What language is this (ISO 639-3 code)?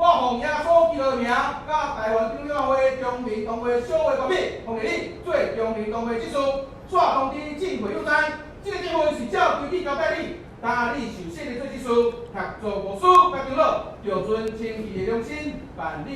nan